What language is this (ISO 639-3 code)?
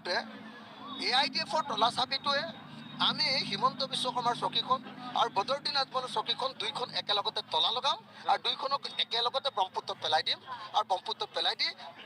asm